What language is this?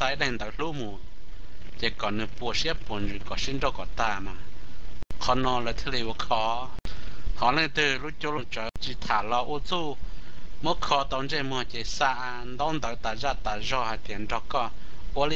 Hmong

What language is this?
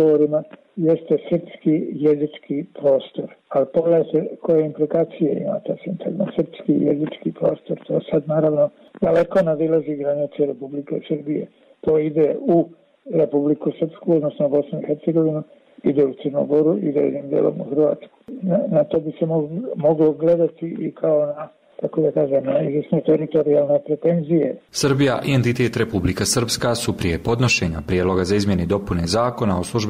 Bosnian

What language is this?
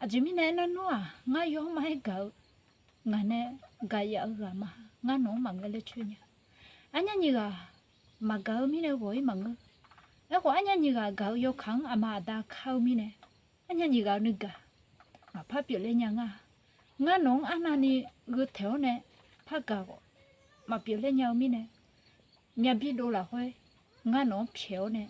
Akha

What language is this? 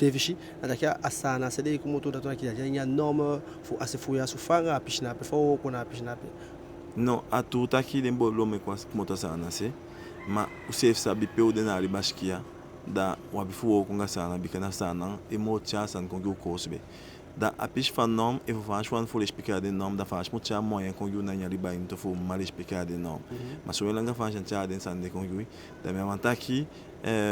Eastern Maroon Creole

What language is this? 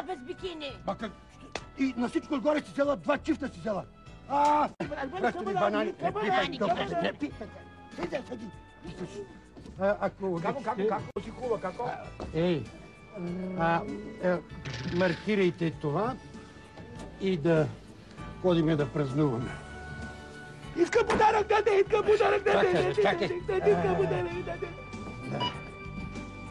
Bulgarian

